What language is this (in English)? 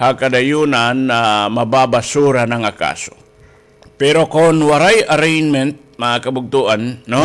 Waray